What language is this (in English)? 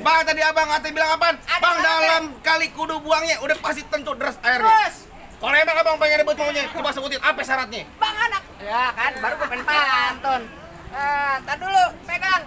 Betawi